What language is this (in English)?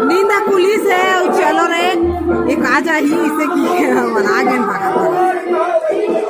Chhattisgarhi